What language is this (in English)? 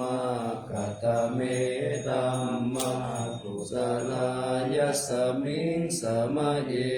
Pali